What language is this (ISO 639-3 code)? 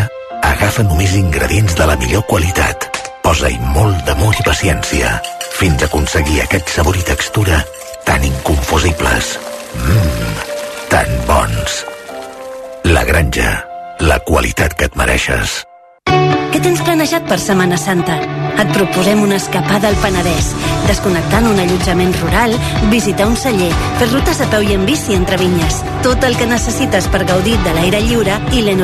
cat